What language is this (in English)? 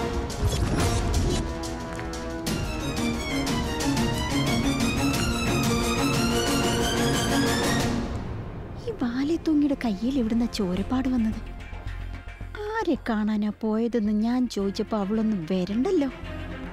Malayalam